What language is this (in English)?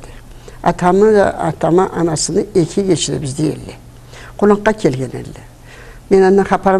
Karachay-Balkar